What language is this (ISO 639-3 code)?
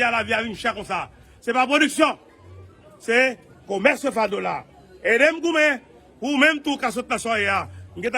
hat